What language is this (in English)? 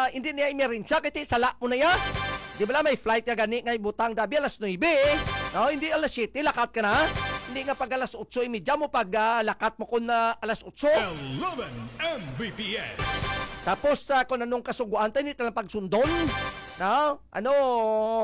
Filipino